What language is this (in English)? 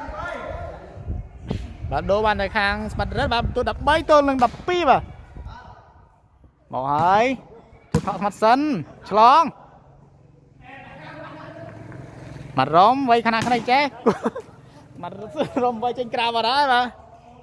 Vietnamese